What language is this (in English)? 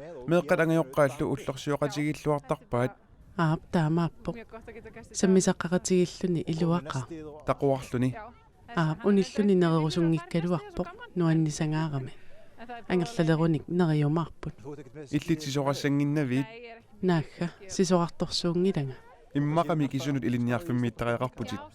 Kalaallisut